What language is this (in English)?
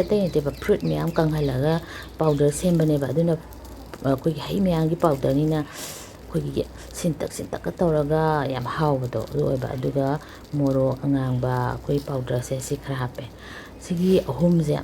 Manipuri